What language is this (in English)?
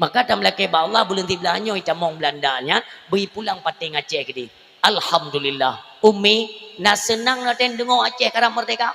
Achinese